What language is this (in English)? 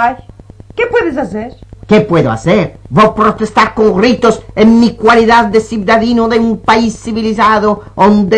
Ladino